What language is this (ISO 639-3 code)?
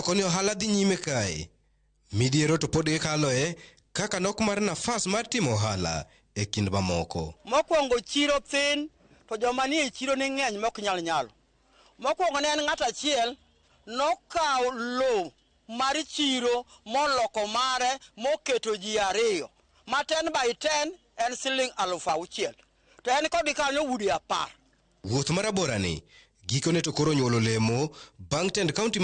luo